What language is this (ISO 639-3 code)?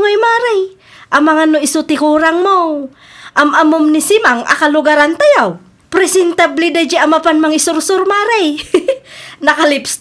ilo